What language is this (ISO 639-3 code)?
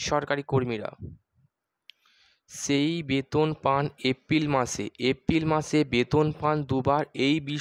ben